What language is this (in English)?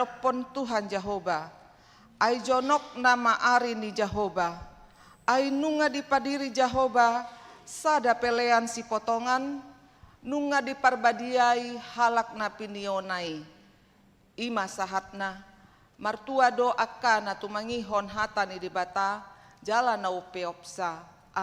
Batak Toba